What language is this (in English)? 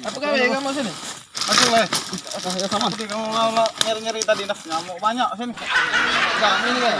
Musi